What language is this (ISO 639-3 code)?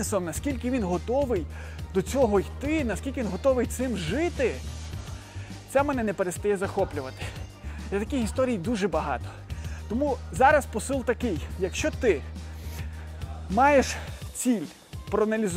ukr